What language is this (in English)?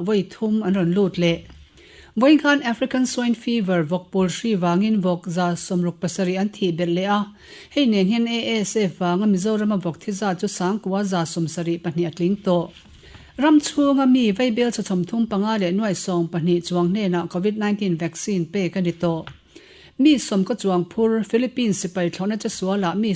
Mizo